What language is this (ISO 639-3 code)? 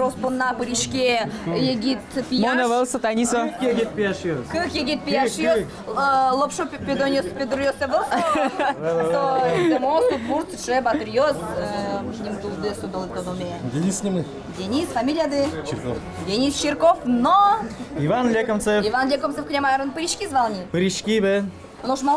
udm